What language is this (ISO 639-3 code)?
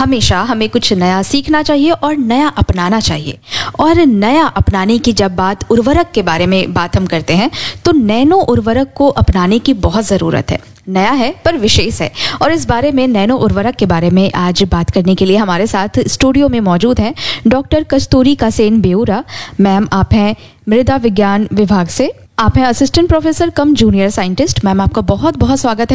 hin